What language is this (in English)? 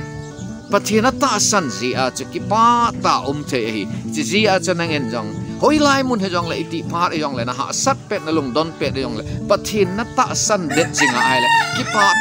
Thado Chin